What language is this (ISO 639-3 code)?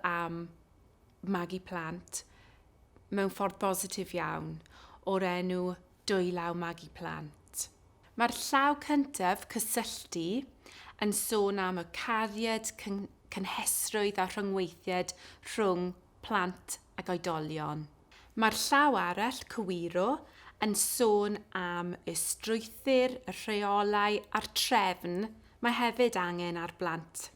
cym